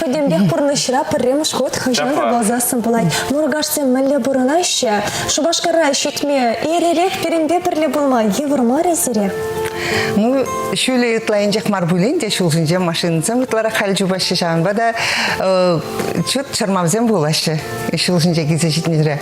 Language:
Chuvash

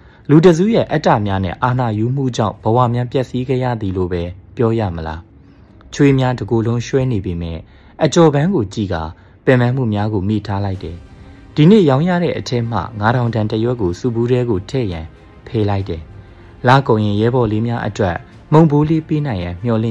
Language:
Burmese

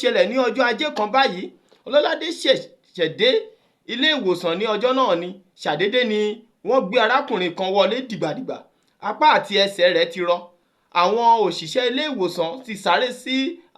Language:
Yoruba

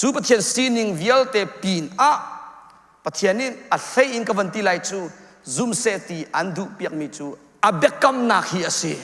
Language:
Hakha Chin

